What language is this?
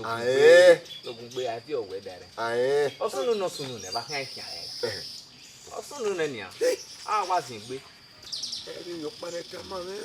Bini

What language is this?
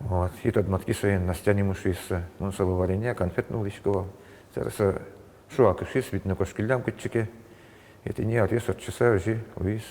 Udmurt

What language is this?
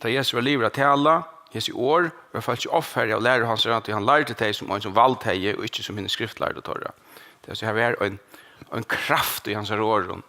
Faroese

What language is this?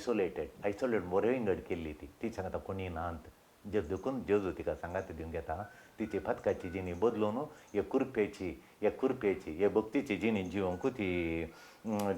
Konkani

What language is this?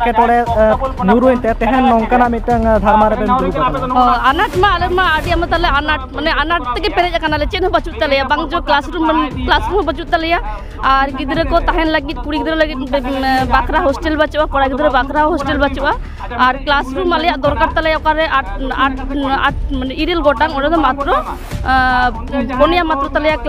Santali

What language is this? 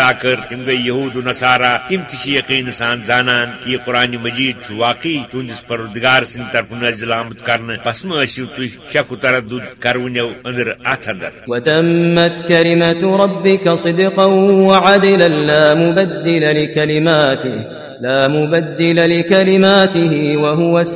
Kashmiri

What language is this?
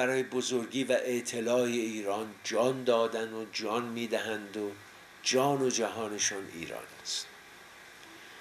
Persian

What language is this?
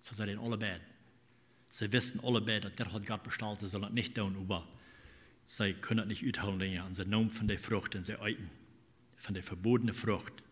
Plautdietsch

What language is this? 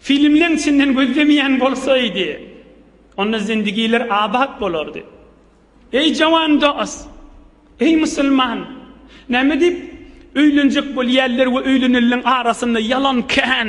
Turkmen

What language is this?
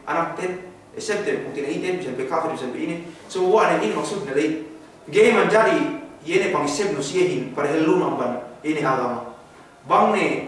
Yakan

